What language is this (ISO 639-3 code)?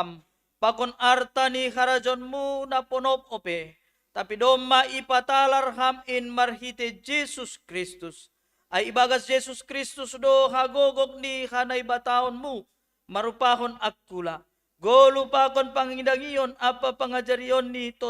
bts